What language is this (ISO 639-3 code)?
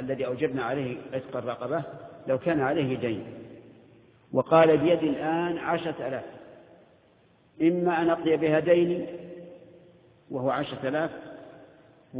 ara